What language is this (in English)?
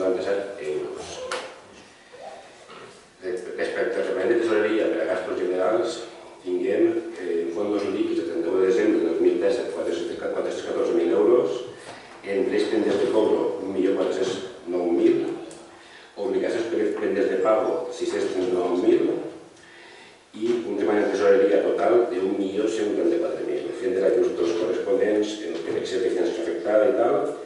Catalan